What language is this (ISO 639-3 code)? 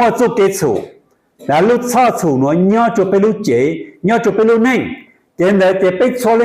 hmn